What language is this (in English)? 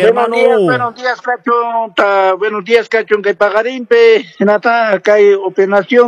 Quechua